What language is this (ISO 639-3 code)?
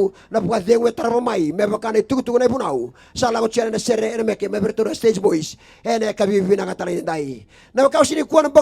fij